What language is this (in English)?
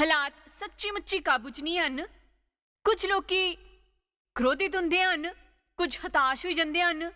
Dogri